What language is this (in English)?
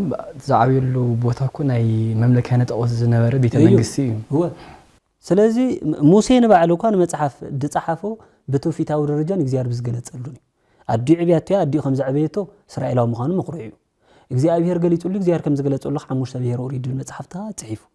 Tigrinya